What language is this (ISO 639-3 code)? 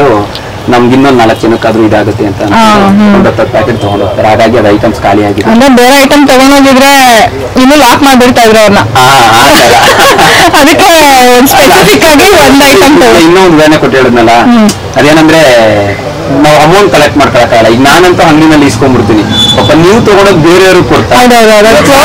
kan